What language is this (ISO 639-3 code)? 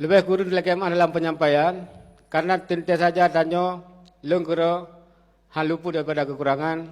ace